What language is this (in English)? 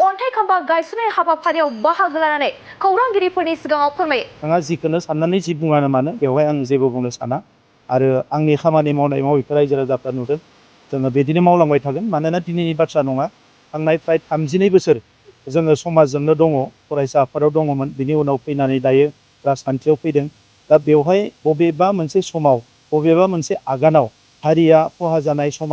Bodo